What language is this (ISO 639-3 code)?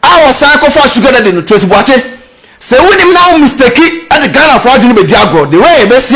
aka